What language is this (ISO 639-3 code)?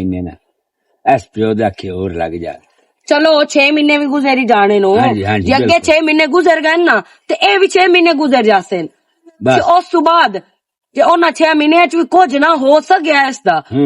lah